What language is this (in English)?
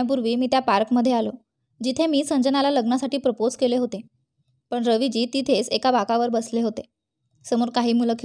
Marathi